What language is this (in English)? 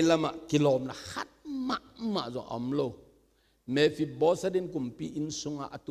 Tedim Chin